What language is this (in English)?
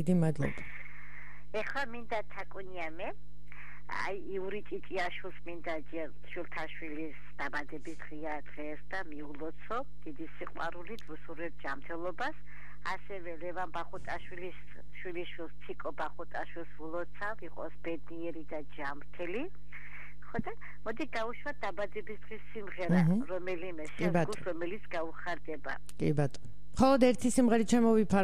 Georgian